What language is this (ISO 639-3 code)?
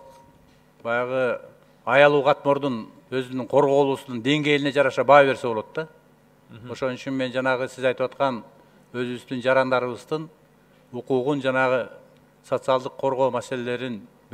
kir